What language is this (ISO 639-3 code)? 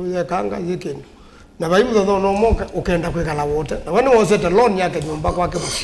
kam